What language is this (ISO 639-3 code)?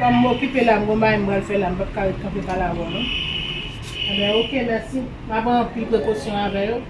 hat